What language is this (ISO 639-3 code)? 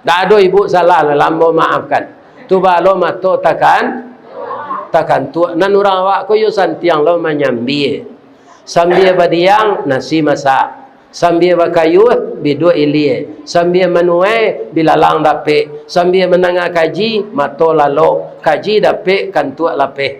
min